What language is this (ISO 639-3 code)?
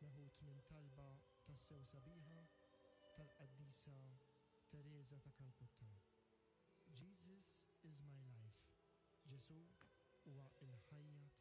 mlt